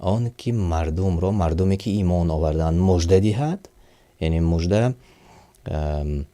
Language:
Tajik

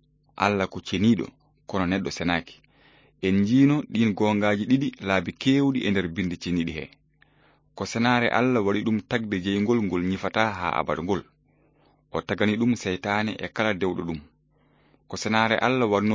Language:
Fula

